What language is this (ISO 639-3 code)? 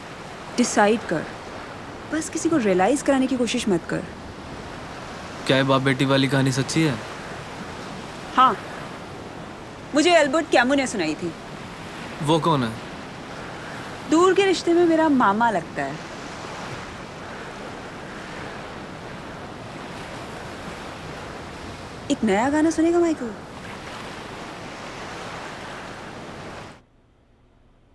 hin